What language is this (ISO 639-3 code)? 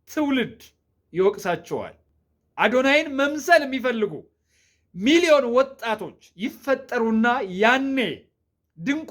amh